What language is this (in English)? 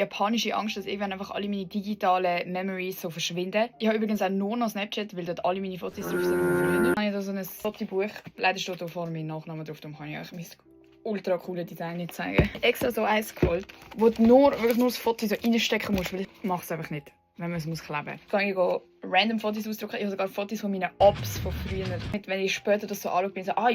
Swiss German